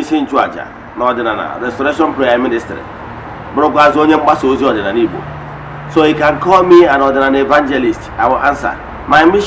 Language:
Igbo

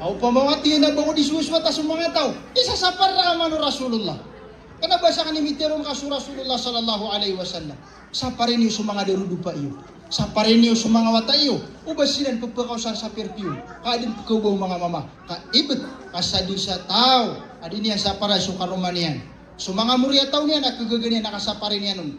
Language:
Maranao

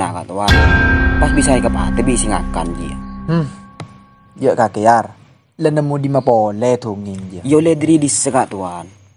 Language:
Madurese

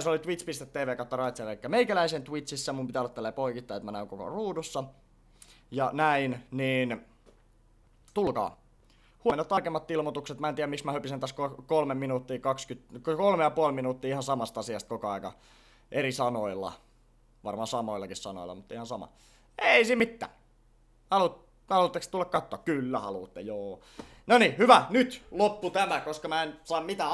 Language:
Finnish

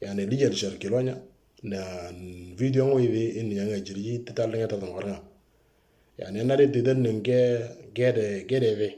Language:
Moro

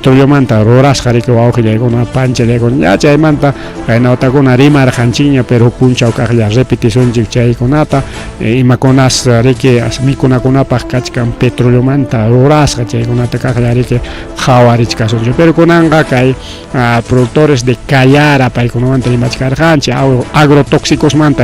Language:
Ayacucho Quechua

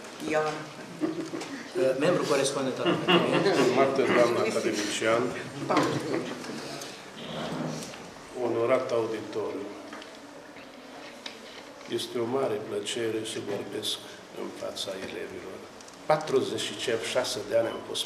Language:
Romanian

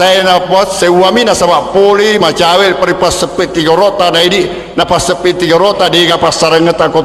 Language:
Buginese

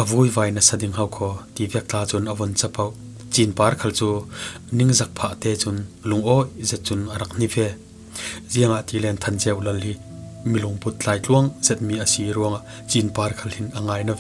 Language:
Falam Chin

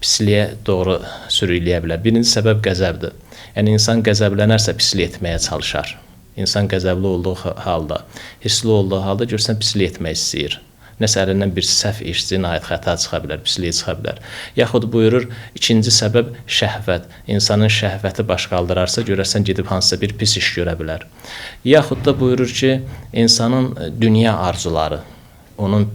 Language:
Azerbaijani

